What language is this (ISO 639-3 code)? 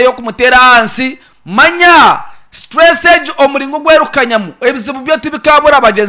nyn